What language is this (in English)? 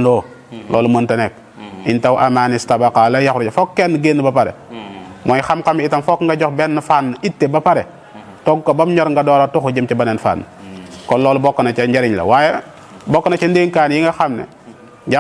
Wolof